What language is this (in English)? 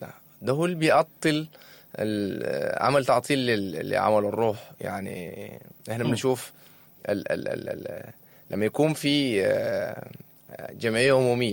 Sudanese Arabic